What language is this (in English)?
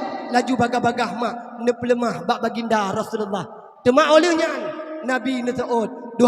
Achinese